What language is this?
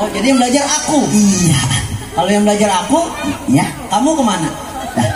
Betawi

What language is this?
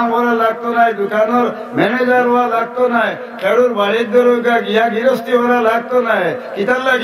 Sylheti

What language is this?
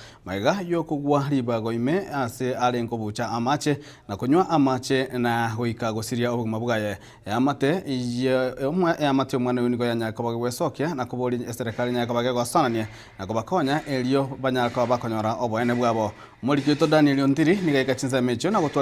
Gusii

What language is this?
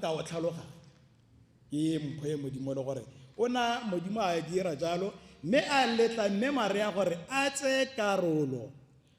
Tswana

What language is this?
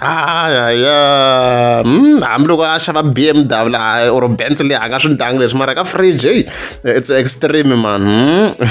Tsonga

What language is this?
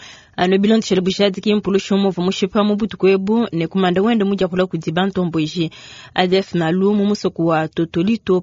Luba-Lulua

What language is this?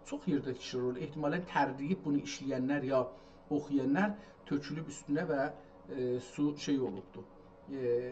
South Azerbaijani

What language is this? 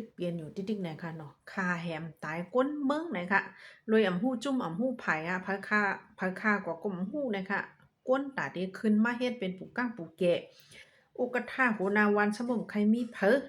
Shan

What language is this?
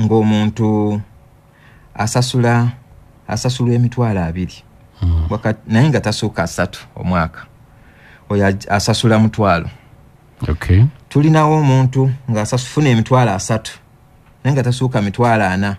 Ganda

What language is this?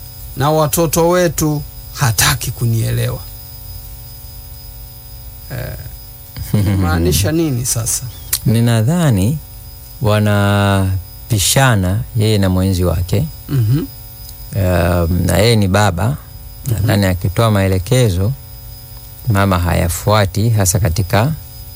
Swahili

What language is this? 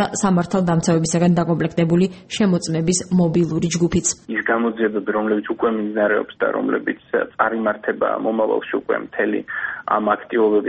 Georgian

